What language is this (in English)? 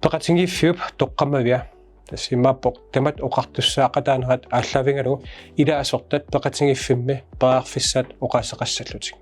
Kalaallisut